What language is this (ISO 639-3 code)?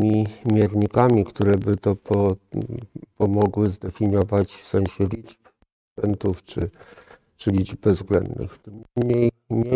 pol